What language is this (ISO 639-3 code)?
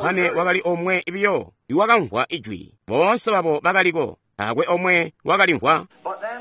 toi